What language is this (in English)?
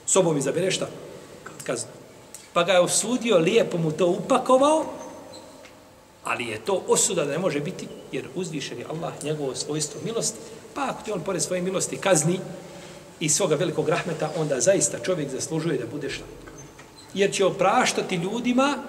Bosnian